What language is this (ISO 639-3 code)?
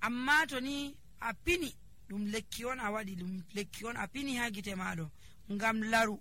fuv